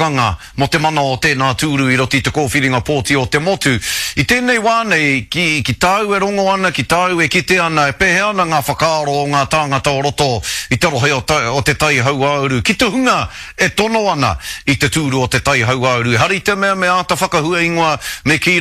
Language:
Māori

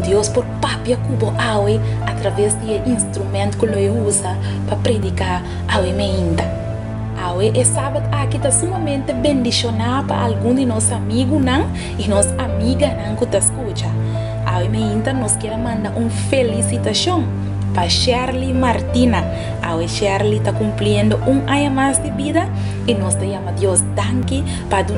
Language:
Papiamento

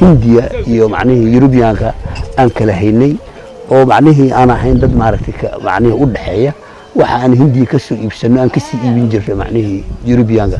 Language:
Somali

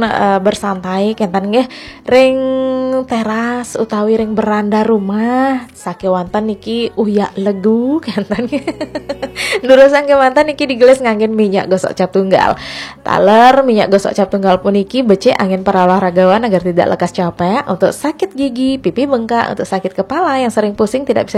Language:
Balinese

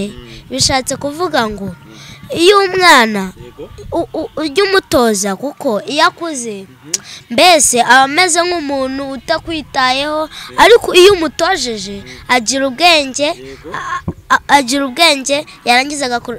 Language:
Kinyarwanda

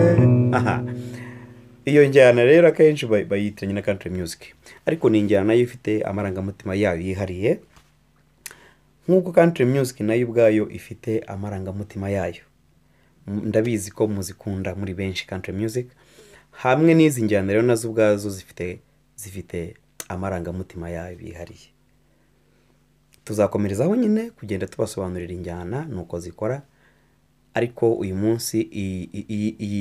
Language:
Kinyarwanda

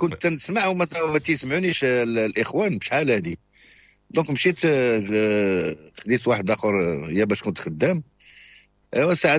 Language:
Moroccan Arabic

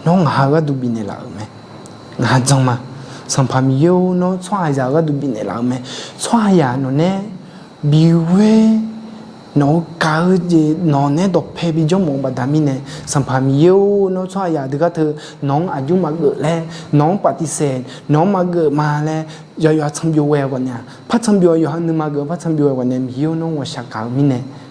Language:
Akha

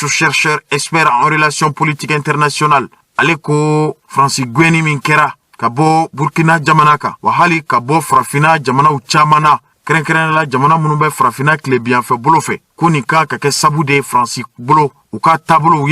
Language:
Bambara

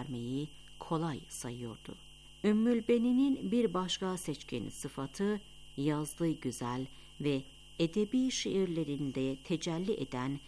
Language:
Turkish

